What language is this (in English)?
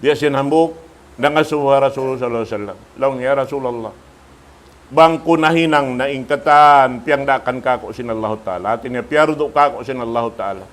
Tausug